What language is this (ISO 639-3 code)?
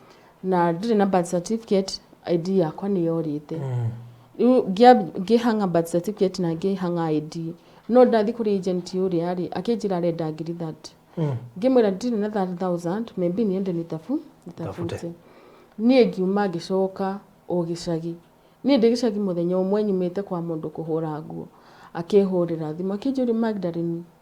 kik